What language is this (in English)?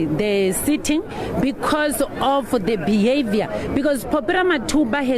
Venda